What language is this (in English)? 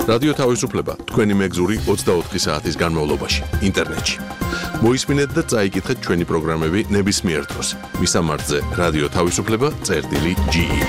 Georgian